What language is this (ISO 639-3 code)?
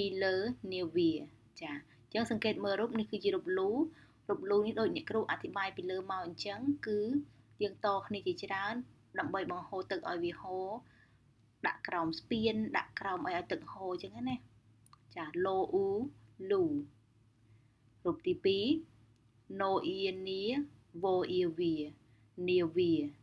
khm